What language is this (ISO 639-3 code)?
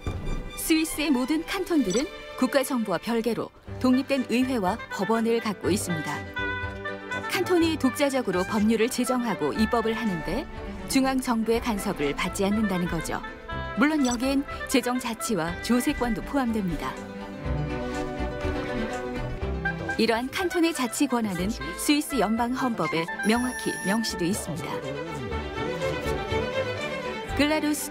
kor